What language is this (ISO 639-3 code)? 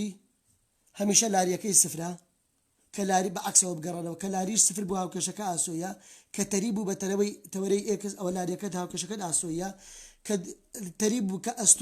ckb